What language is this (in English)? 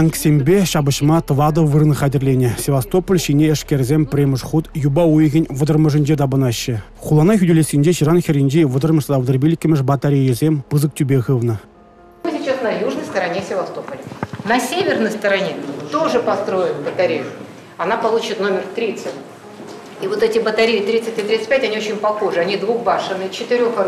Chuvash